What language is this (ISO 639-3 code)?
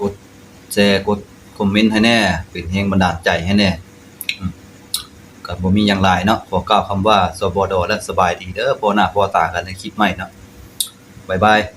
lao